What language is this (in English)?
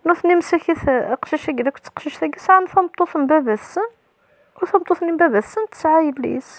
Kabyle